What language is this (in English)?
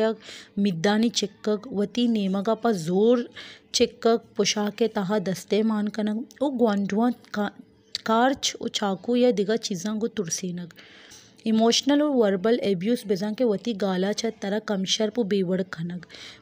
Baluchi